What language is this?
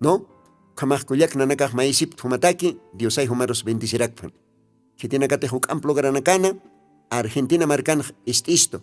Aymara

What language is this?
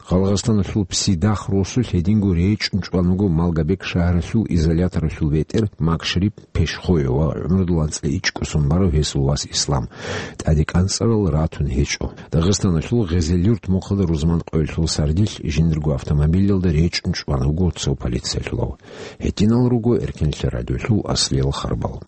Avaric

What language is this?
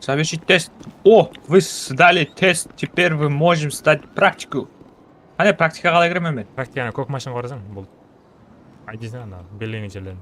Kara-Kalpak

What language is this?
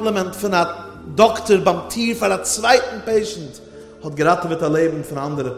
Yiddish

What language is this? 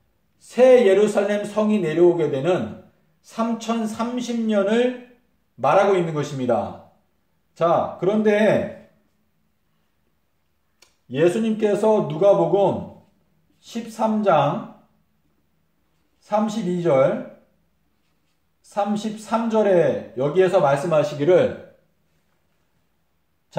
Korean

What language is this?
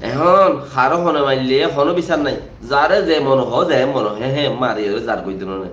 Rohingya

